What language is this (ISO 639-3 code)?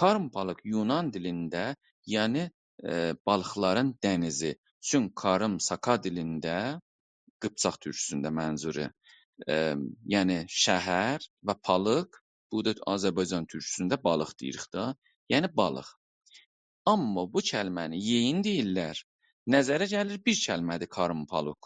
azb